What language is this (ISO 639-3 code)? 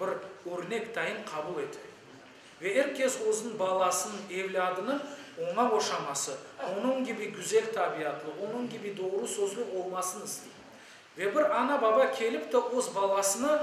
crh